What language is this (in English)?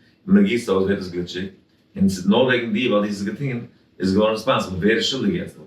Yiddish